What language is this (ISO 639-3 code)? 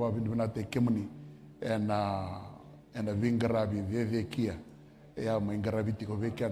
fij